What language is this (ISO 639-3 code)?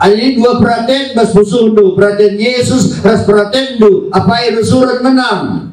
btx